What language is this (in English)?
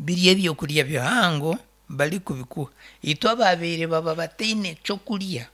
Nyankole